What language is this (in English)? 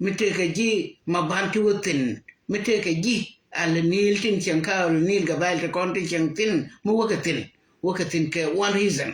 Nuer